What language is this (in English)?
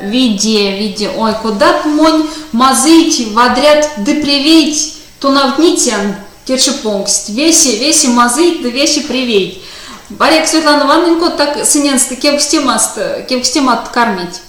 Erzya